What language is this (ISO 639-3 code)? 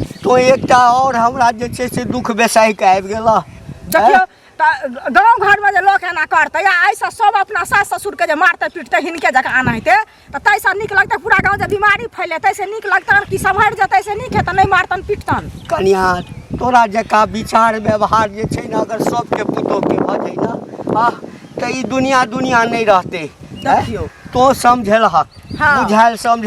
mai